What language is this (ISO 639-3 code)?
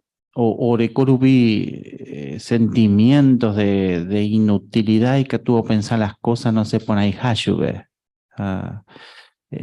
grn